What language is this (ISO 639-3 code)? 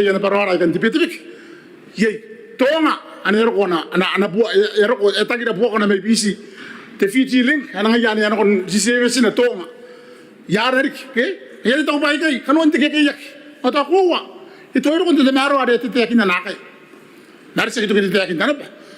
gil